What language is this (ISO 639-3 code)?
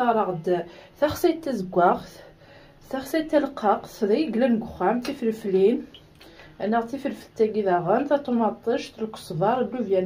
kab